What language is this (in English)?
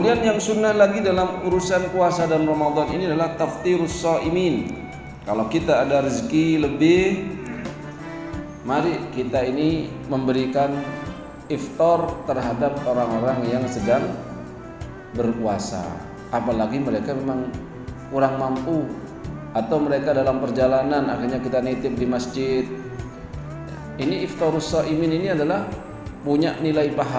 Indonesian